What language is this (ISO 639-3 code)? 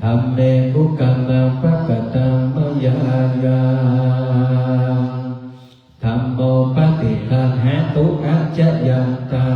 pli